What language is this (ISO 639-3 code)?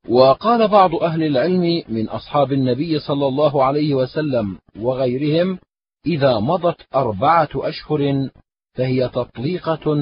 ara